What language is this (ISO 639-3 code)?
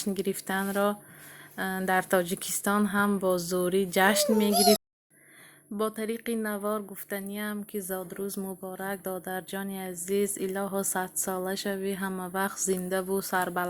tgk